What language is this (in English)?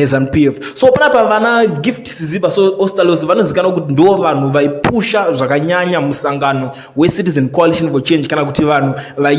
Shona